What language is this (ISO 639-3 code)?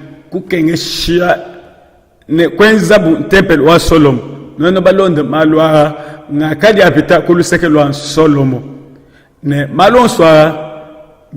lua